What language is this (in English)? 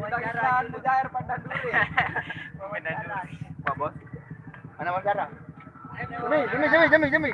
Sasak